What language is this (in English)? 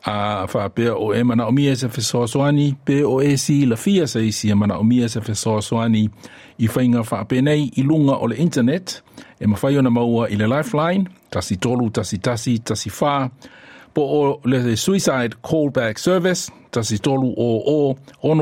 Samoan